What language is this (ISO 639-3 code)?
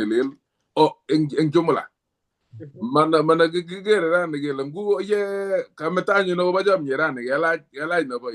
kln